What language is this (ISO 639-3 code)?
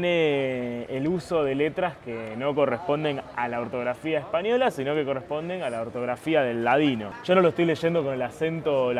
spa